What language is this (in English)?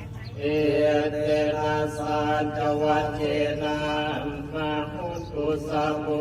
Pali